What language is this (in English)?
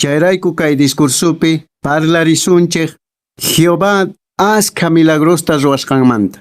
Quechua